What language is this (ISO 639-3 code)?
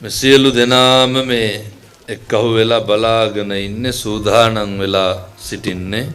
sin